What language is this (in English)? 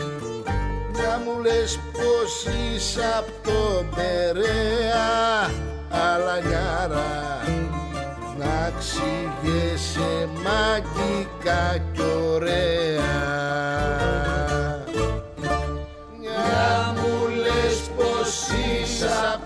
Greek